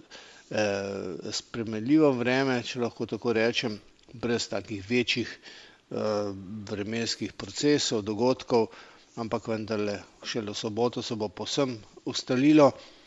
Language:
Slovenian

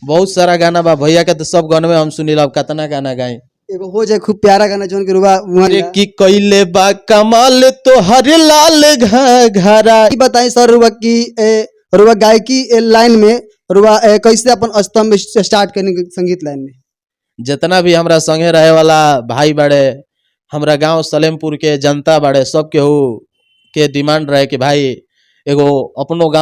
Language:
Bhojpuri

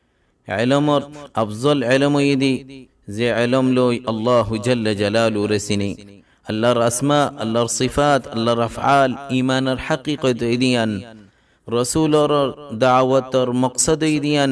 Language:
Rohingya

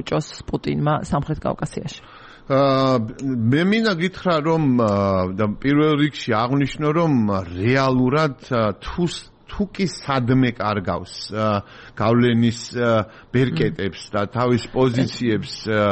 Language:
Georgian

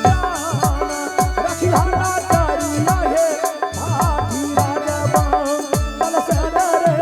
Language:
Angika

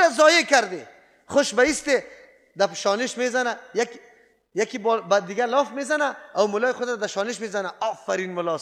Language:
Persian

